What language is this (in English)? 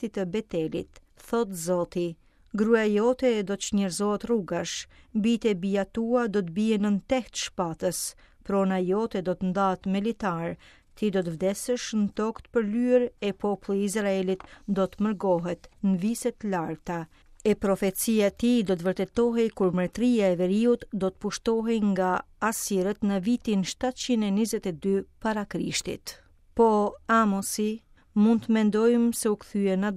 Albanian